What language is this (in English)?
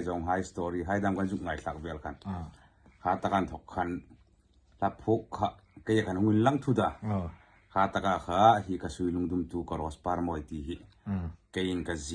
Hmar